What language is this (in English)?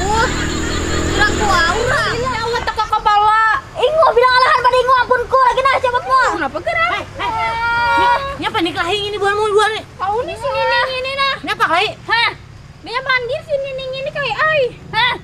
Banjar